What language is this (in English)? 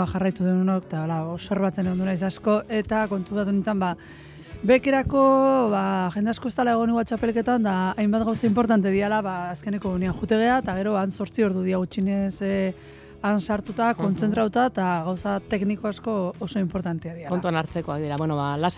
Basque